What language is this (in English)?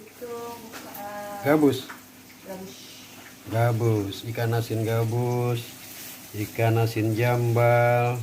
Betawi